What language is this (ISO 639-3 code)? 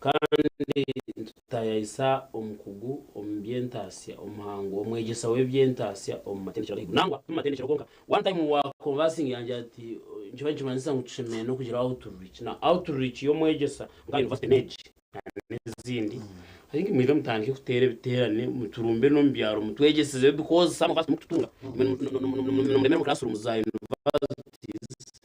nyn